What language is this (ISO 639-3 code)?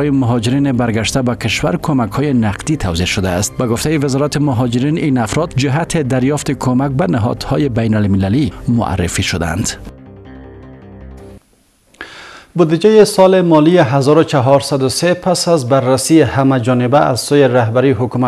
fas